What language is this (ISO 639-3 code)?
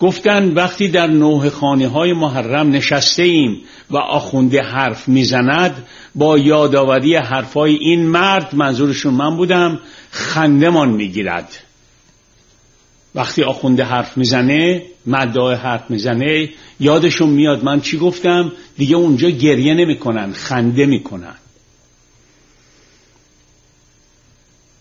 fas